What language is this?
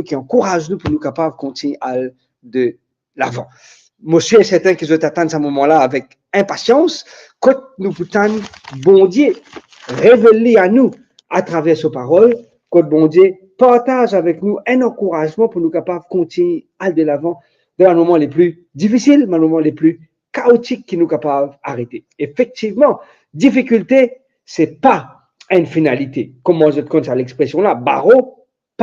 Morisyen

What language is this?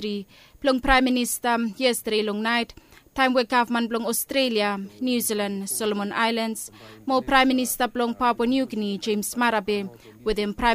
Bislama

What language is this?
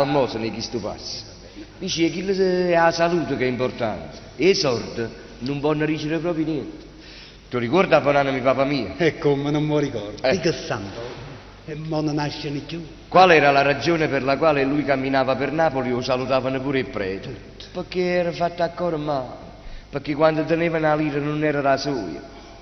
Neapolitan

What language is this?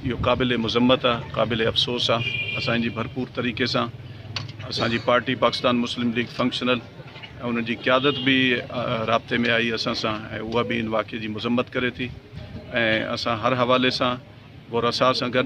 Sindhi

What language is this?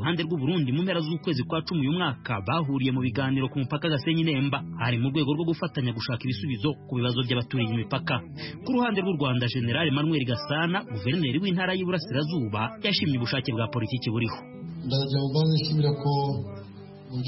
Kinyarwanda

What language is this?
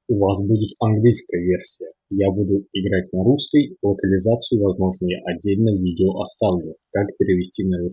Russian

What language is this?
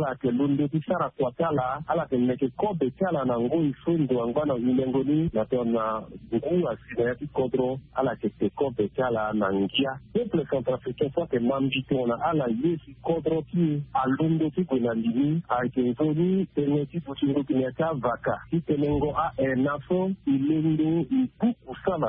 Sango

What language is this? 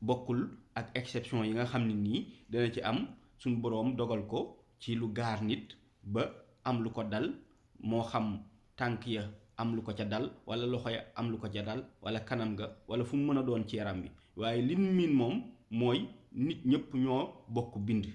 Wolof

